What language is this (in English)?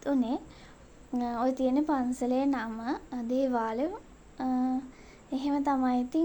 Sinhala